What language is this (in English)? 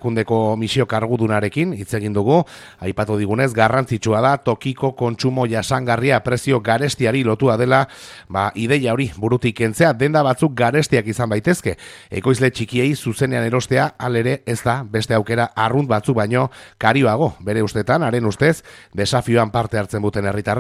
Basque